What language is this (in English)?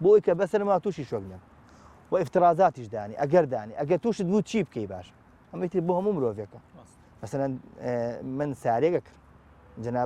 Central Kurdish